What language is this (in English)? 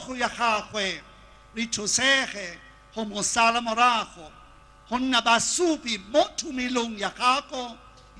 Tswana